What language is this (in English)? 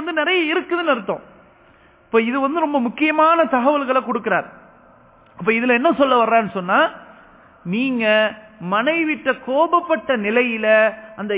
Tamil